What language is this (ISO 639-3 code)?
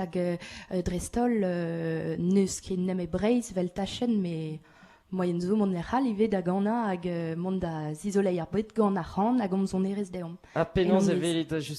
bre